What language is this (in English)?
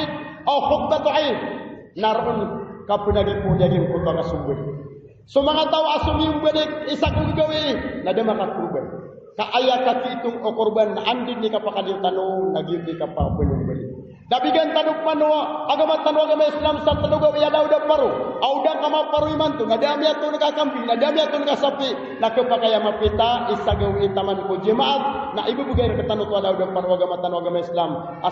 Maranao